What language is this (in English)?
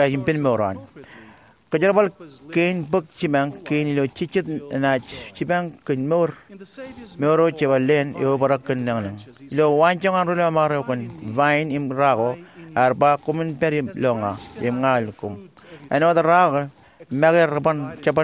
Marshallese